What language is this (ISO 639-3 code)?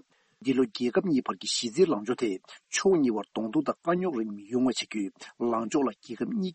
bod